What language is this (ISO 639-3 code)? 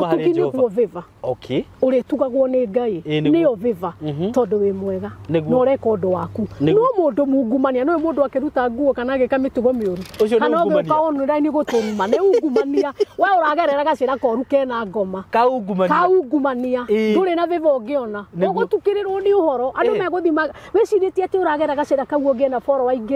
kik